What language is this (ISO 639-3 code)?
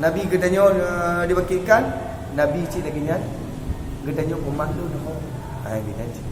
ace